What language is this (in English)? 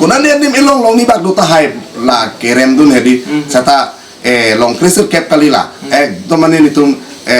Karbi